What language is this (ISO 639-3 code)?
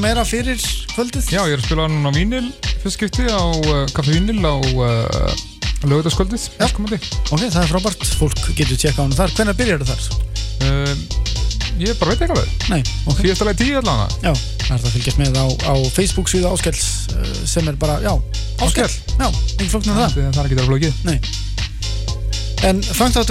isl